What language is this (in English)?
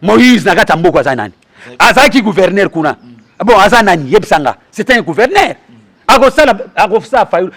Lingala